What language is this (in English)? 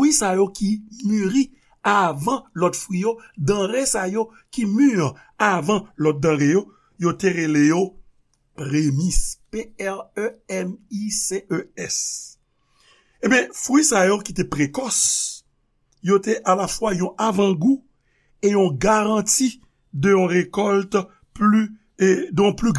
Haitian Creole